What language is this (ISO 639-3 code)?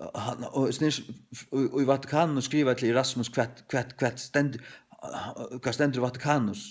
fao